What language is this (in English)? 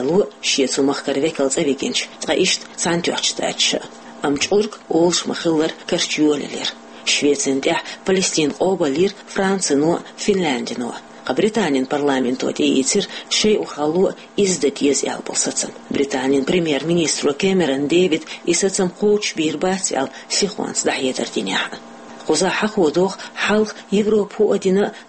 Chechen